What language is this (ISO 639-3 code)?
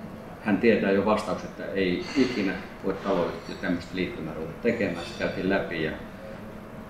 fin